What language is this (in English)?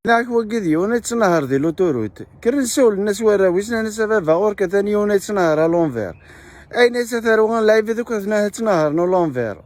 Kabyle